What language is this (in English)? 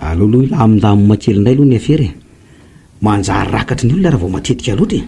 Malagasy